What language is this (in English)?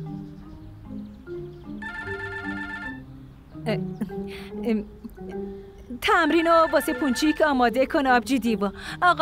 Persian